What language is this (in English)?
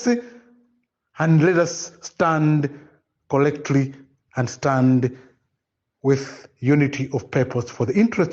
Nyanja